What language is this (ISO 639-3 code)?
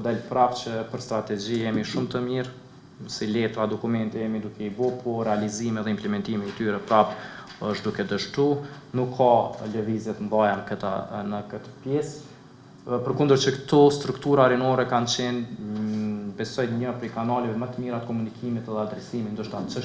sqi